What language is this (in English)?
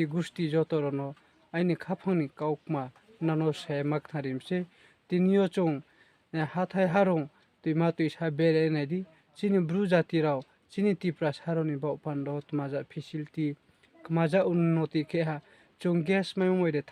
Riang (India)